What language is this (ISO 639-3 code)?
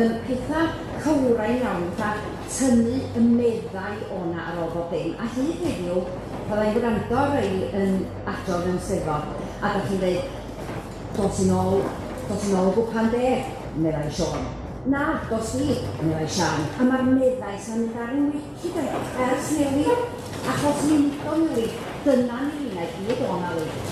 cym